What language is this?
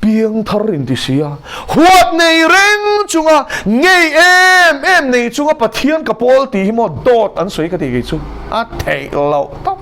Mizo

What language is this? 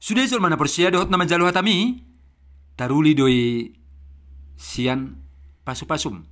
Batak Toba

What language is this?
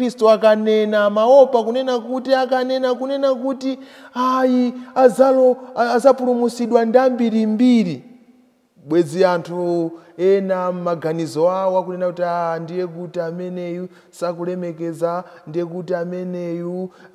Nyanja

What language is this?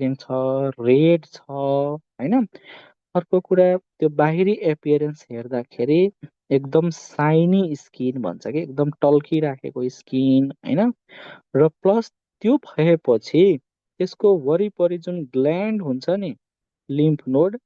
Nepali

